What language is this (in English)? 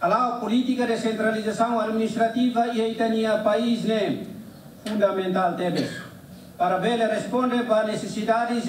Tetum